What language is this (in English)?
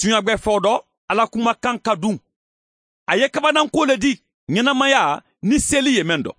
Mandingo